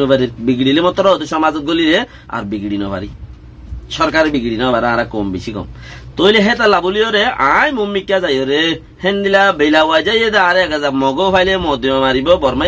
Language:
Rohingya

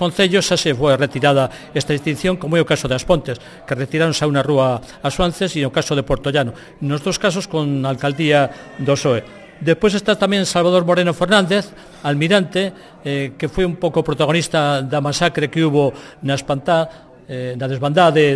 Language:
Galician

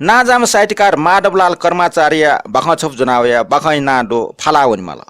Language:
Newari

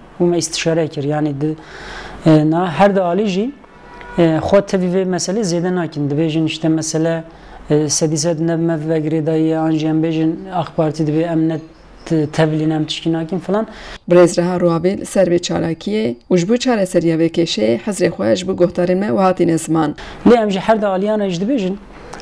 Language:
Kurdish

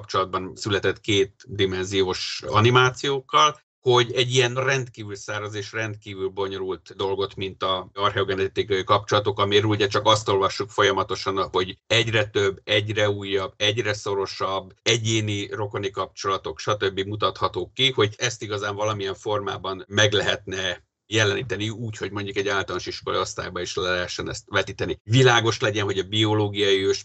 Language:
Hungarian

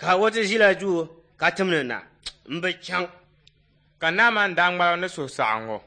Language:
Dagbani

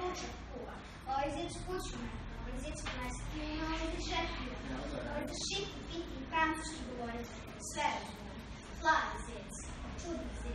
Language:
Serbian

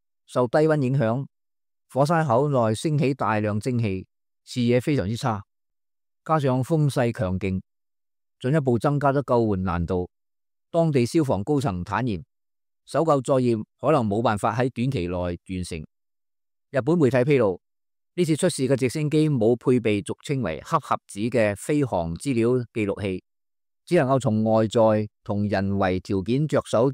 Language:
Cantonese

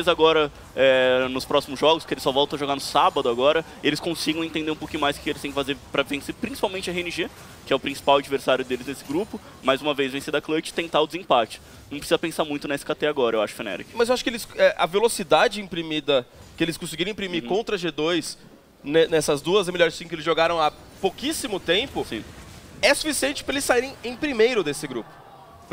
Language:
Portuguese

